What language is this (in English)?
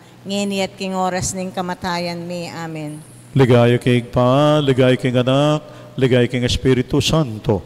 Pampanga